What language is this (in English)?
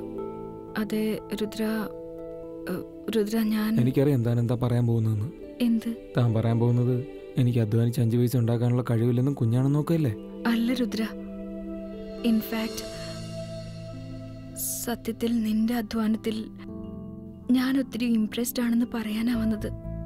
Malayalam